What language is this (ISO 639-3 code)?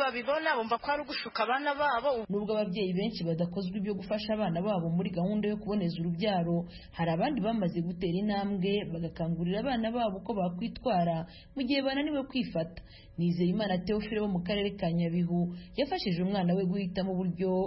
kin